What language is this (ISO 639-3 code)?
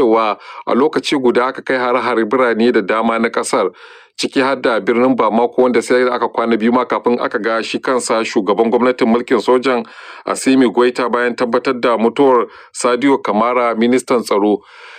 hau